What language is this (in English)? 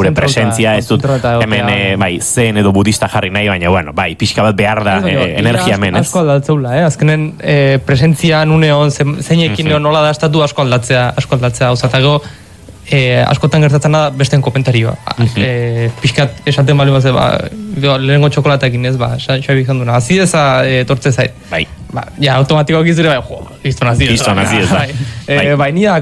Basque